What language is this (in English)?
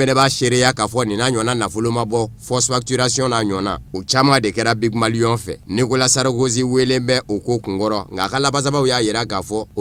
Bambara